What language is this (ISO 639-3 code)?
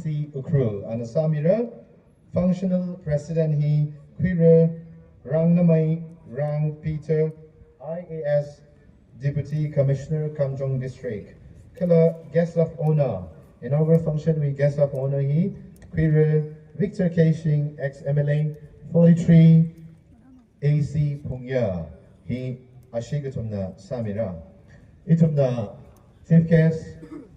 nmf